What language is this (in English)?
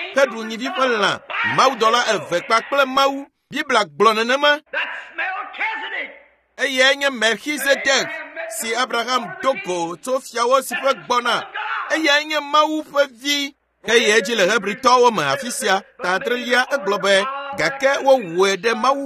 Ewe